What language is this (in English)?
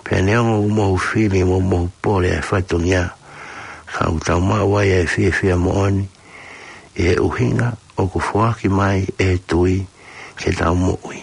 Tongan